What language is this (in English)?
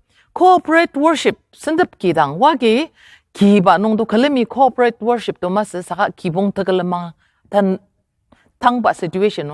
Ao Naga